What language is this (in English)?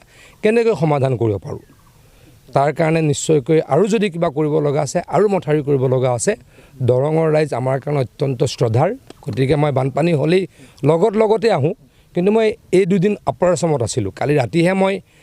Assamese